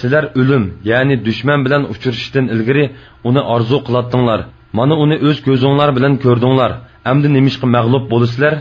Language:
Uyghur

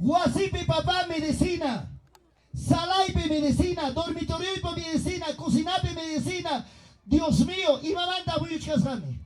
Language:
Ayacucho Quechua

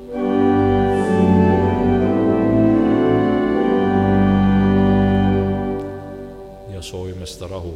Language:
Estonian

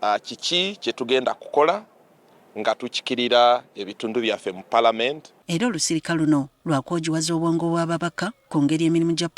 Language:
Ganda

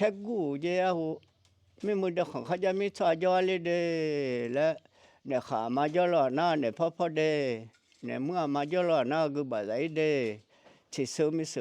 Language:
Akha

